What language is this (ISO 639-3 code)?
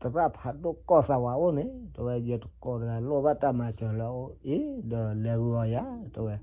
ksw